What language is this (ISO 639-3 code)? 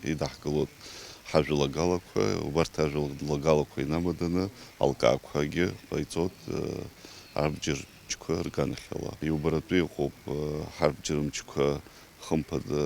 abk